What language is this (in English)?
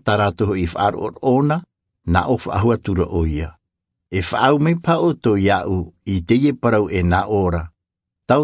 Tahitian